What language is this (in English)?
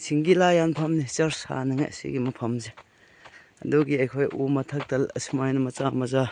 Manipuri